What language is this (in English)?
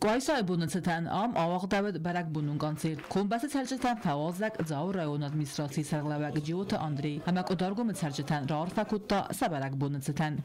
Ossetic